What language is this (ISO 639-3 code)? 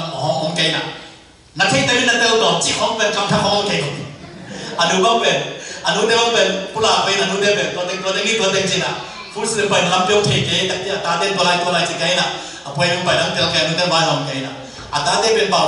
ctd